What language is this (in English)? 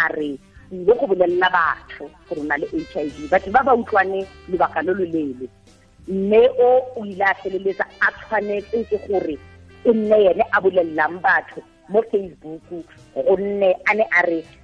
Tswana